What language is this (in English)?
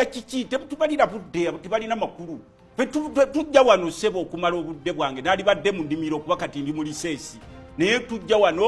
Ganda